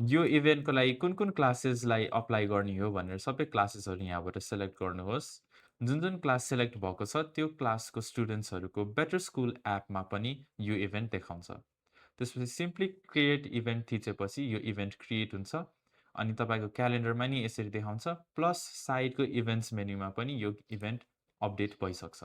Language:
Nepali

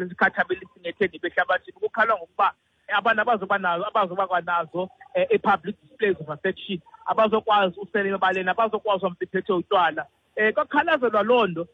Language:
Xhosa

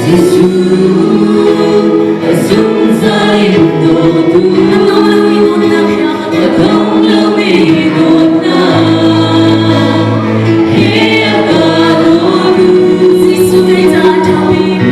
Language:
Hakha Chin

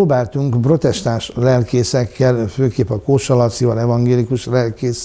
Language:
Hungarian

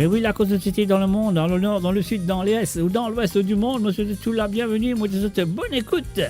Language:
Morisyen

